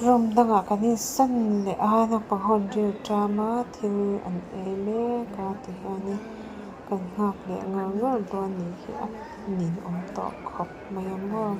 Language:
Mizo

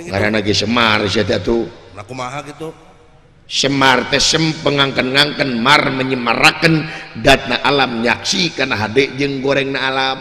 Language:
Sundanese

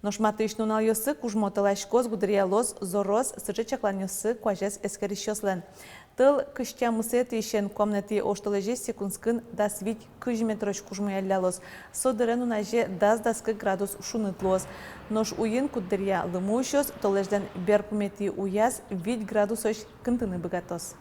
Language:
Udmurt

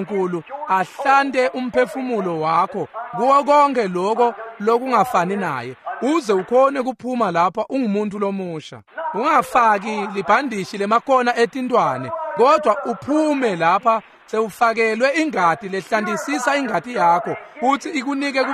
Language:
Swati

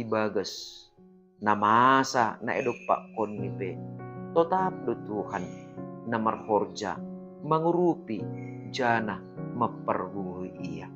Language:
Batak Simalungun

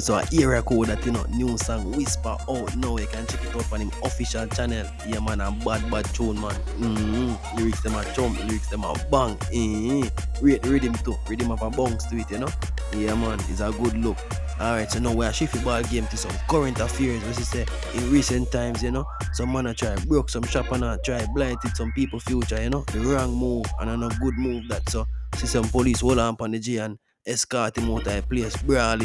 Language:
Jamaican Creole English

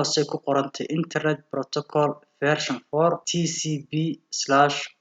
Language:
Somali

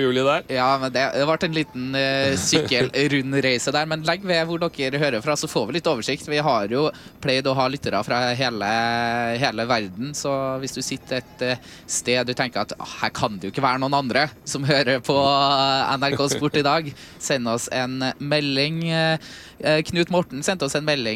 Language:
Norwegian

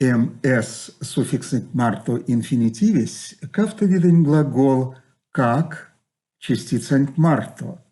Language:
Erzya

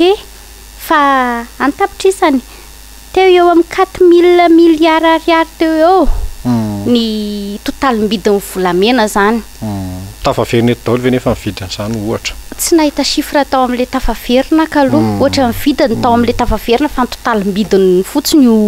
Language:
Malagasy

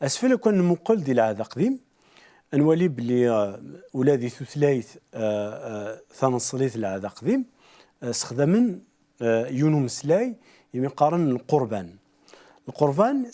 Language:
Kabyle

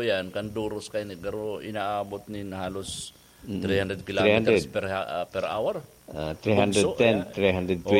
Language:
Bikol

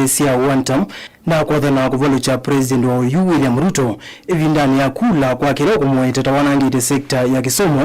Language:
Kamba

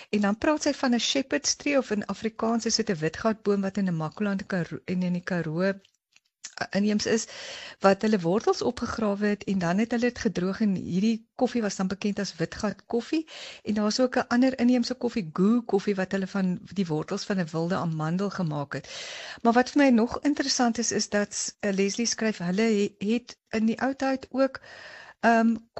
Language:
Afrikaans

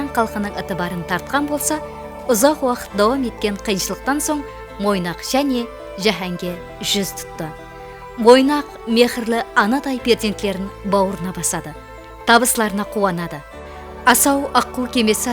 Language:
Kara-Kalpak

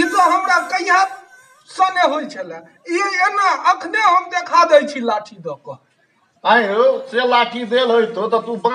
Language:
Maithili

